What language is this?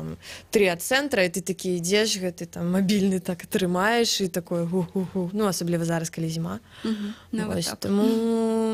Belarusian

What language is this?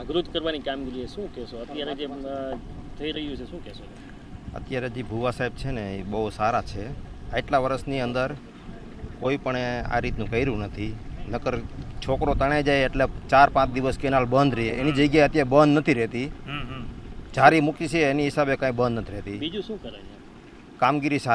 Gujarati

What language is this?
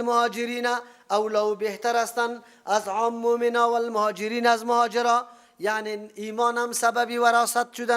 Persian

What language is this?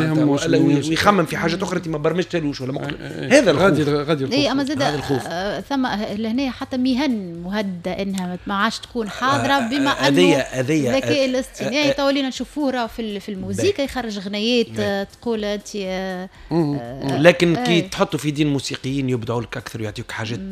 Tunisian Arabic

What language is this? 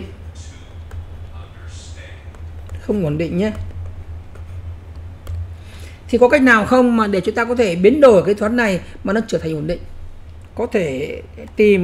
Vietnamese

